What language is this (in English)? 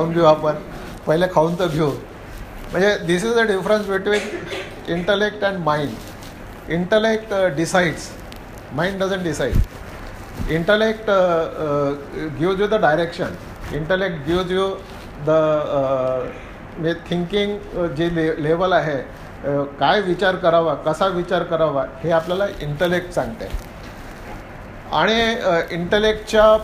Marathi